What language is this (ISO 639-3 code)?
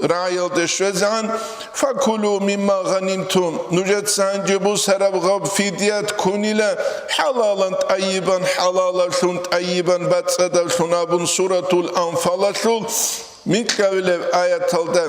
ava